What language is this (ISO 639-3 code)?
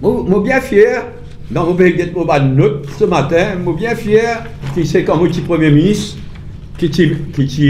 mfe